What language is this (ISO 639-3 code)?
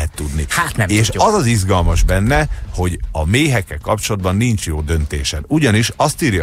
hun